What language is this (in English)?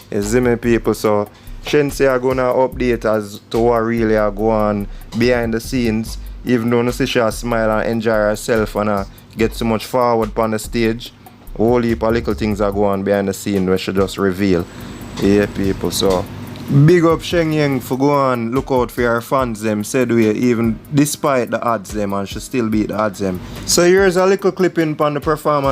Jamaican Creole English